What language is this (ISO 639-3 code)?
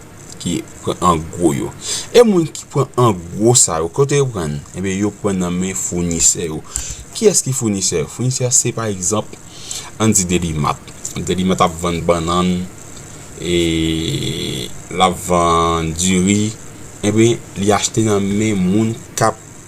hat